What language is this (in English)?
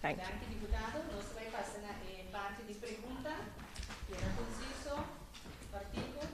Papiamento